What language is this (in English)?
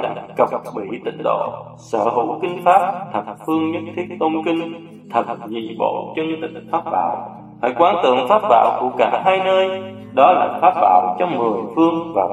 Vietnamese